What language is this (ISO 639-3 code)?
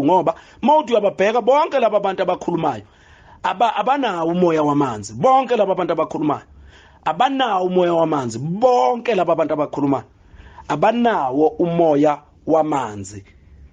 zul